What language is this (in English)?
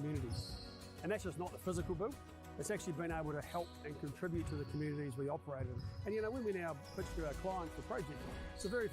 Māori